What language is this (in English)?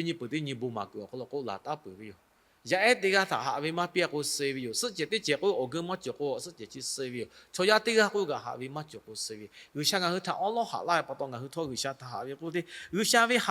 Lahu